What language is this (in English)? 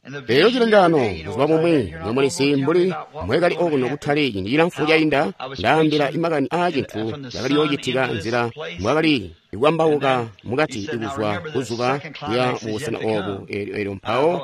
Tonga (Zambia)